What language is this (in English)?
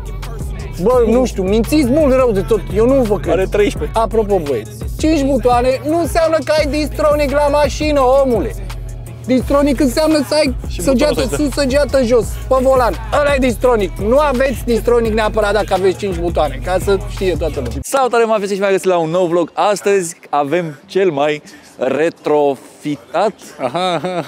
Romanian